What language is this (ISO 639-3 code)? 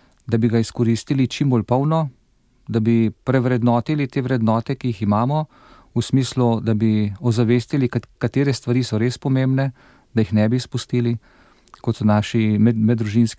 slv